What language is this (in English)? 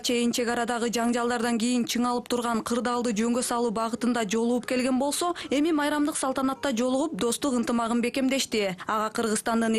Kyrgyz